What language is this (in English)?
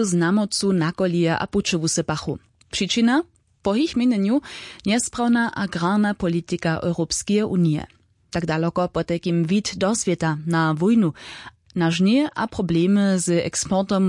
Upper Sorbian